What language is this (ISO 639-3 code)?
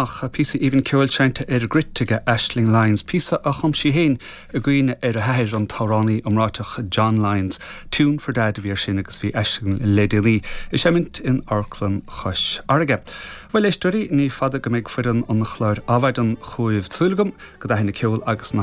gle